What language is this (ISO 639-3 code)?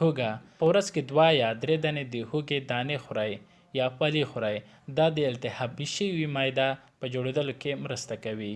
pus